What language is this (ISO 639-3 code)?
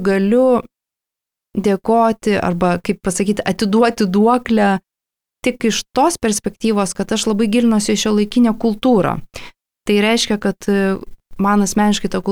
lit